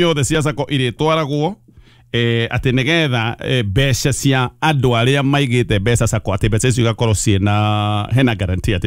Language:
Kikuyu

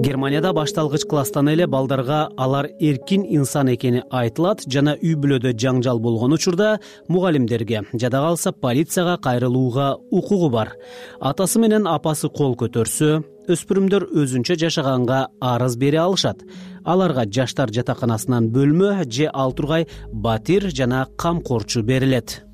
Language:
Kyrgyz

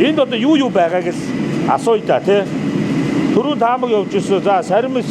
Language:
Mongolian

